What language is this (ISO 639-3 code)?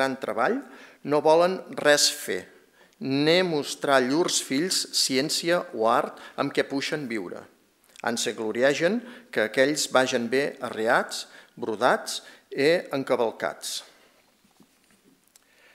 cat